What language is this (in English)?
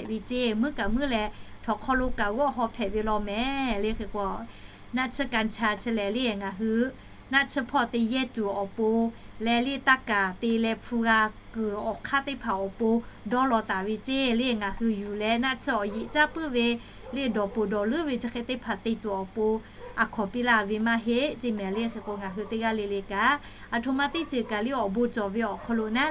Lahu